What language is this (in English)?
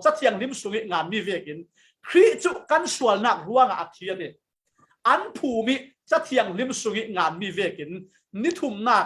Falam Chin